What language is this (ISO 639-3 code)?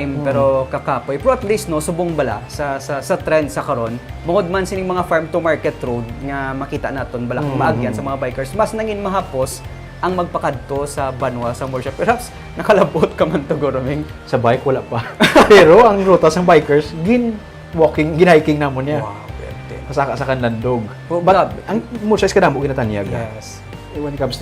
hil